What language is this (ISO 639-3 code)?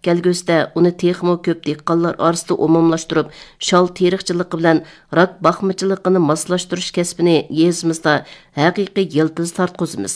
uig